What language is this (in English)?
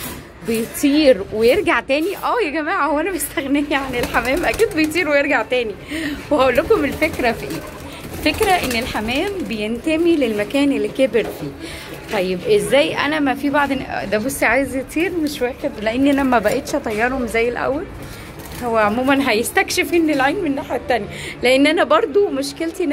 Egyptian Arabic